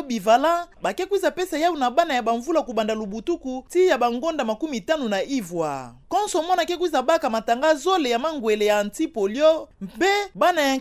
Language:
Kituba (Democratic Republic of Congo)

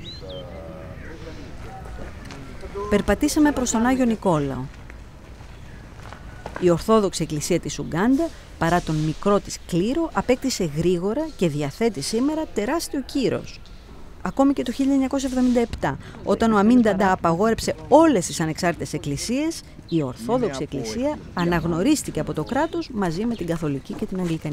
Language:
Greek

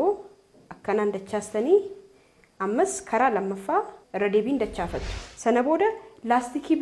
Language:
Oromo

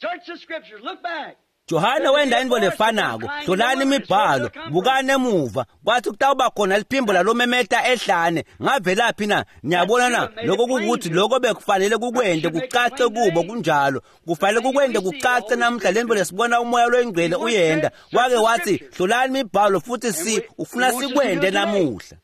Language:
Swati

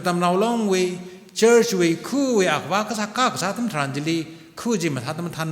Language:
Tangkhul Naga (India)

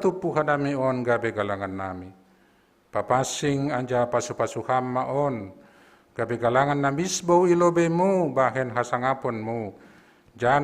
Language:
Batak Simalungun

